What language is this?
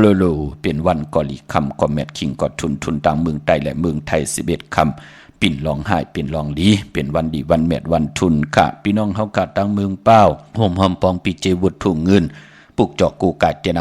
Shan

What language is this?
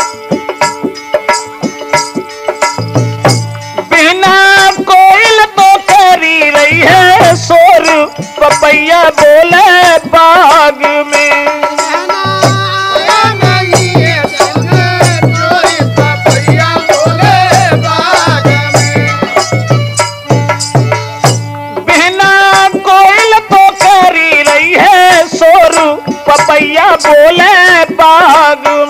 Hindi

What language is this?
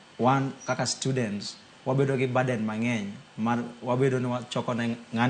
Luo (Kenya and Tanzania)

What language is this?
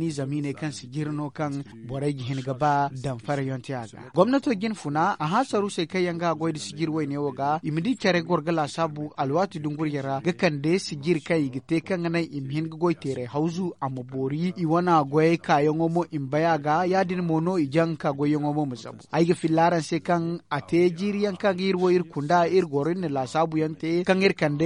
Zarma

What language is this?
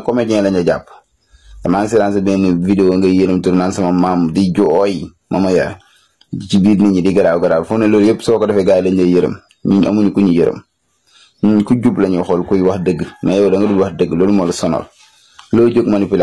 Wolof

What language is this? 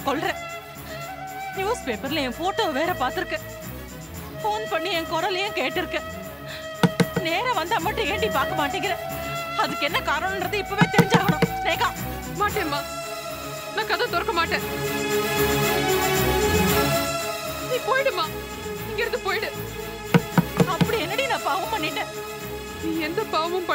Tamil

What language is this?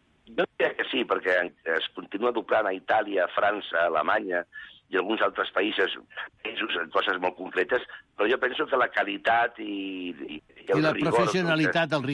Catalan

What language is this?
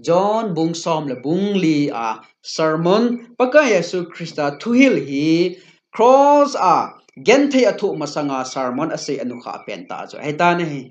Thado Chin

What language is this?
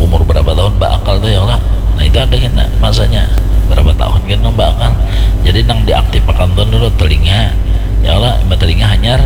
Banjar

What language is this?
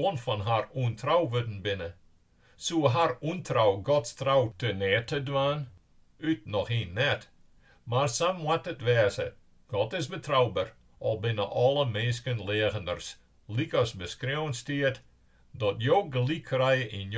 Western Frisian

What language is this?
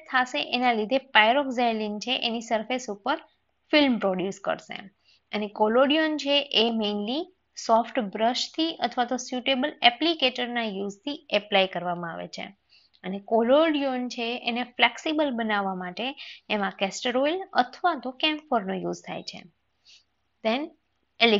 Gujarati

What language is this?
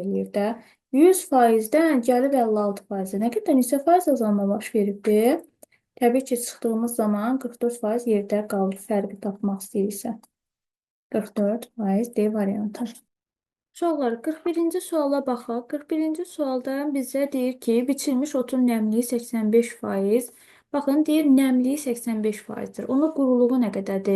Azerbaijani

